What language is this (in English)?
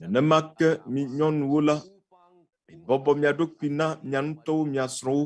Ewe